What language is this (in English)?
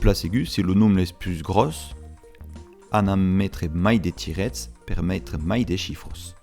Occitan